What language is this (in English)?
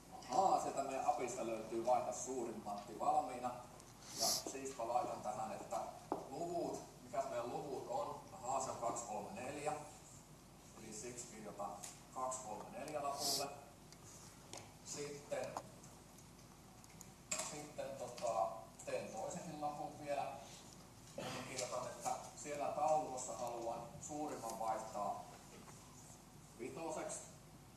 Finnish